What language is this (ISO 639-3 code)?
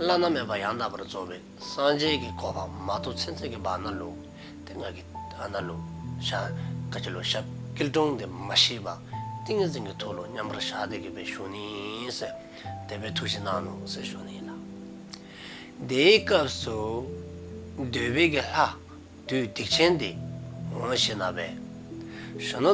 dzo